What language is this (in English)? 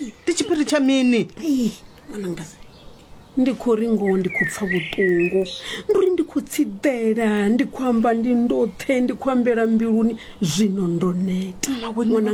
Venda